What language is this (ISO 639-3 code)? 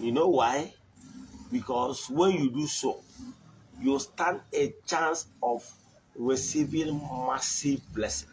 ibo